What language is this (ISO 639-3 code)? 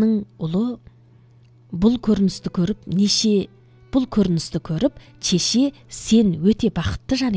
kaz